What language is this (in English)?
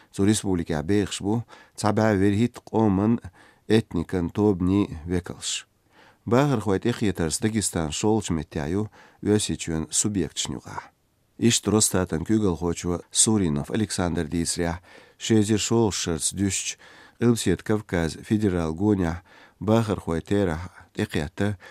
Chechen